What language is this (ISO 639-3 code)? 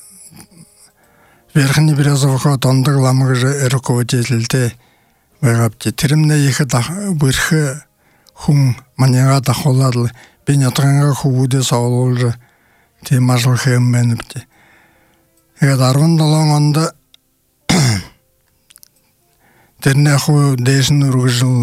bua